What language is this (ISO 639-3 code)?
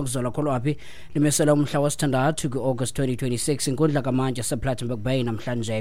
xho